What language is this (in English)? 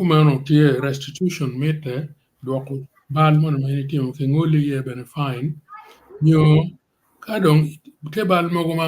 Acoli